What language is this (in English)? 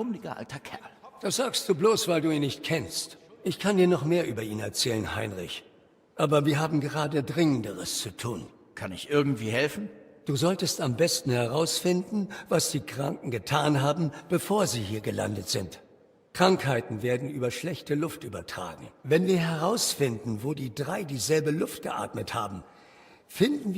Bavarian